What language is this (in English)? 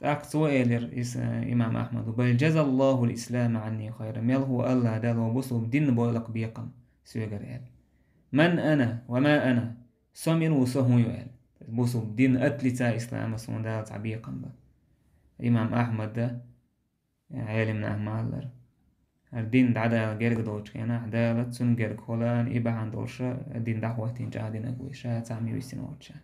Chechen